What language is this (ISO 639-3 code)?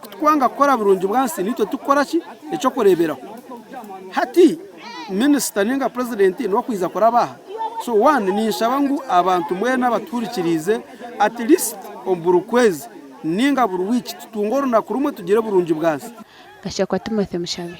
nyn